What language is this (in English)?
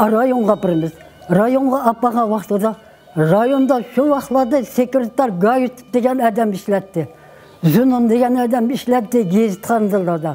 Uyghur